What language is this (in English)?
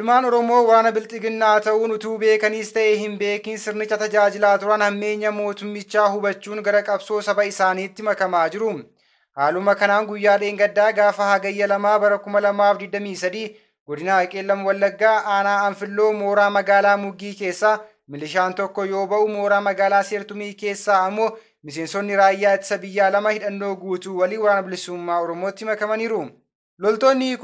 Oromo